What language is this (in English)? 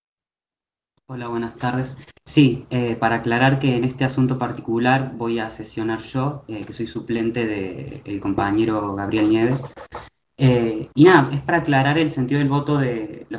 Spanish